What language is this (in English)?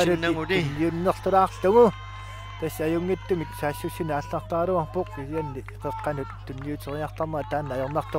Kalaallisut